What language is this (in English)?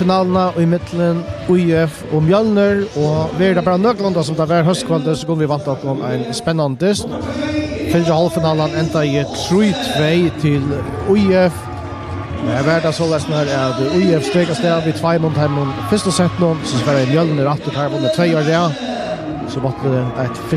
Faroese